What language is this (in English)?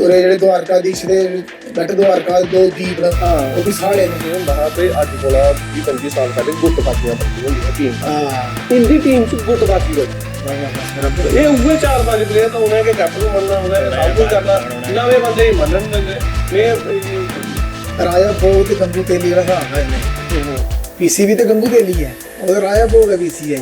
Dogri